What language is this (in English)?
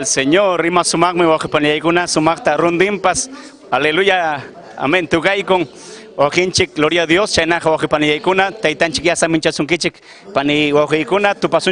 Ayacucho Quechua